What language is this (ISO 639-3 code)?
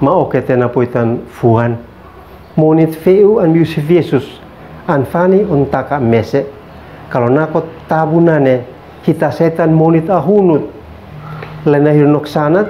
aoz